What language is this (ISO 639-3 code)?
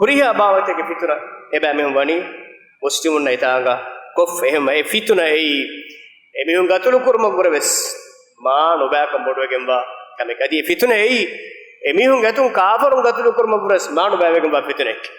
div